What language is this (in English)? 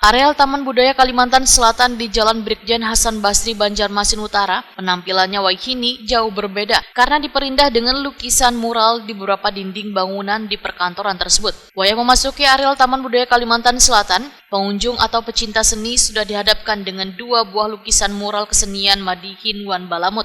Banjar